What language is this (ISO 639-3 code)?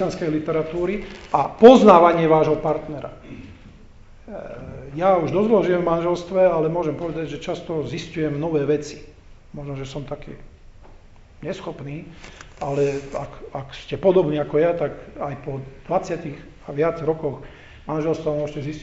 slk